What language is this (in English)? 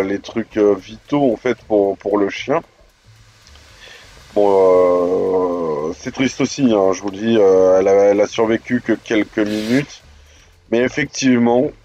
French